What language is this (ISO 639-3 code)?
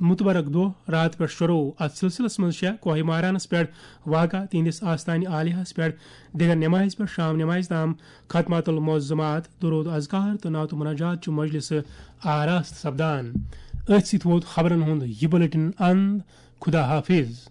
kas